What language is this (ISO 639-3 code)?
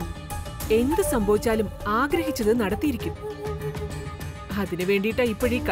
mal